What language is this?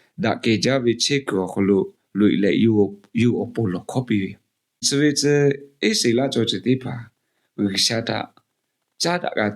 Lahu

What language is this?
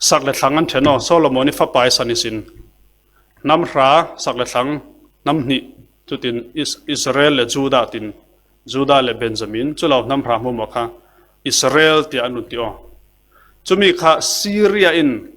Falam Chin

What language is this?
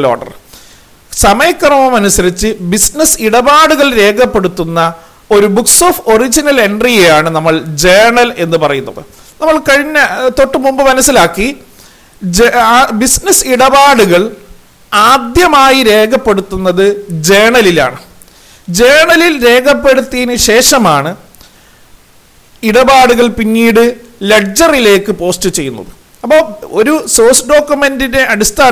Malayalam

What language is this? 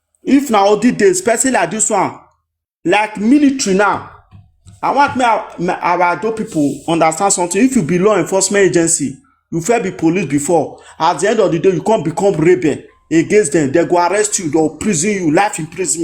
Nigerian Pidgin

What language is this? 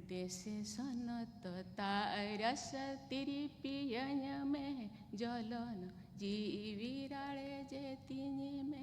Santali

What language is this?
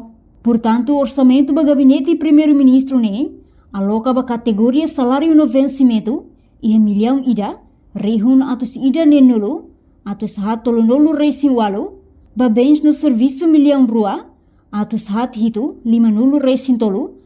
Tetum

